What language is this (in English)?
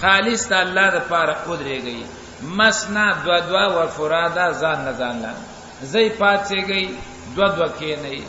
Pashto